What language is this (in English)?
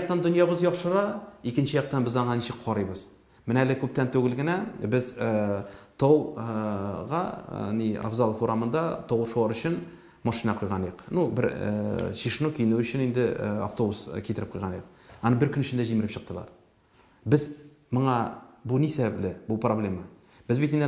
Tatar